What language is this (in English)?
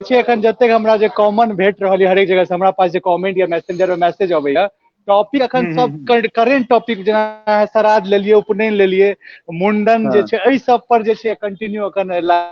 Maithili